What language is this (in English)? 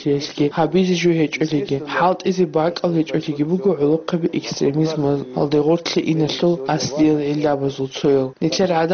Avaric